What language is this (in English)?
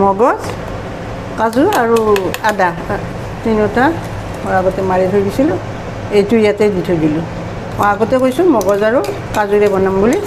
Assamese